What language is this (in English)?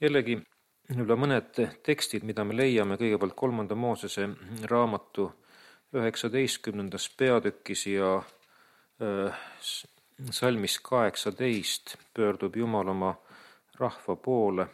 Estonian